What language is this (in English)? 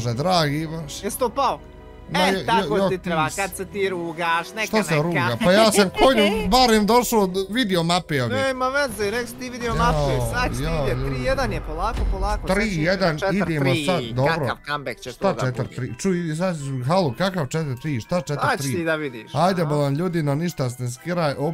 Bosnian